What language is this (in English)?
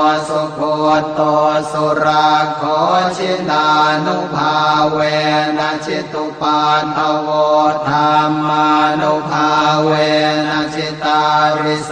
Pali